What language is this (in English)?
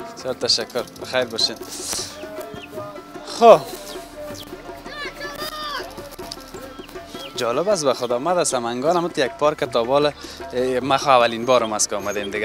Persian